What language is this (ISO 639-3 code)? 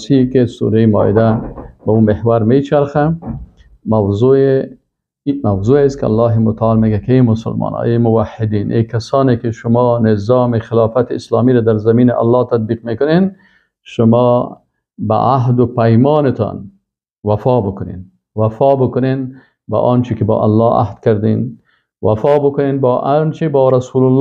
fas